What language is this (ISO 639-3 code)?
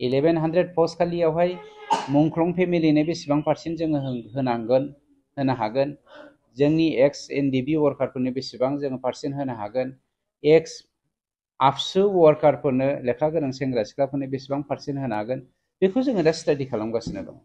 brx